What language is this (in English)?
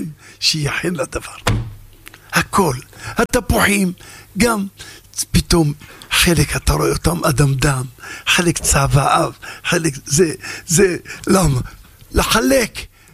Hebrew